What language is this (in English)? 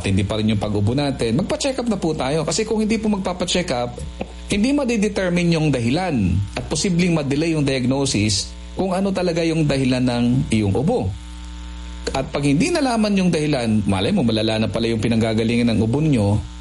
Filipino